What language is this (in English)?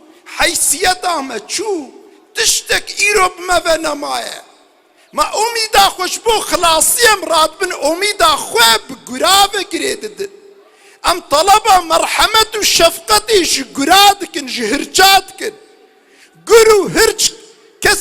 Kurdish